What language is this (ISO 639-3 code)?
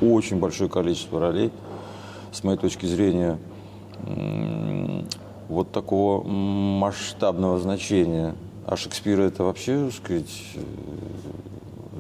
rus